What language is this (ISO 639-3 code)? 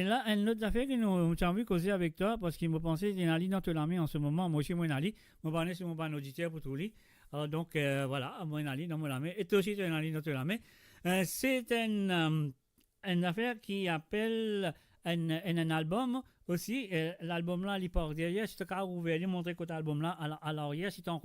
mfe